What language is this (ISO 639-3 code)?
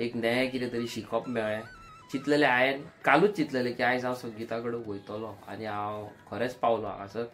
kok